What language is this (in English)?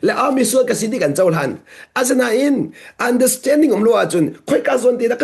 Hakha Chin